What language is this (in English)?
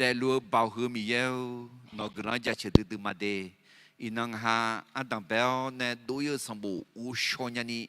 Akha